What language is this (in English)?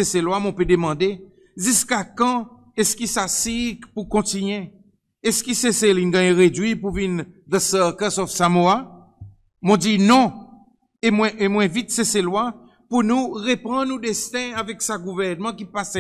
Seselwa Creole French